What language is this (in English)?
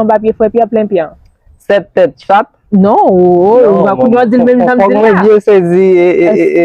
Haitian Creole